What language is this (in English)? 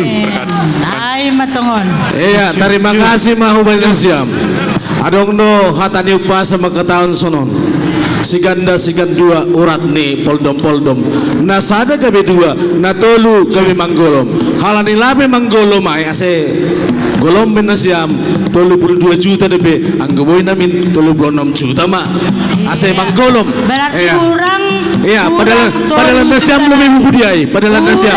Batak Simalungun